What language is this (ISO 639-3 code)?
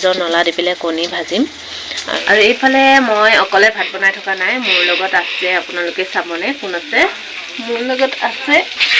asm